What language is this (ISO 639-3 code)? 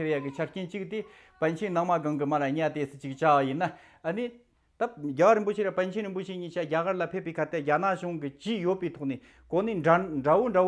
bod